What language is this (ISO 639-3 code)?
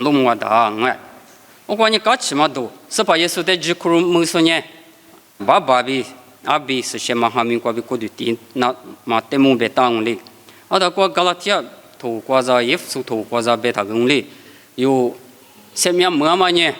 lis